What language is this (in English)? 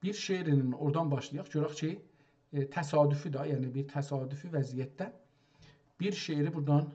South Azerbaijani